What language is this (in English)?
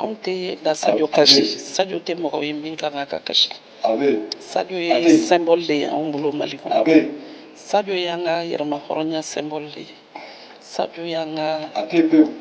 Bambara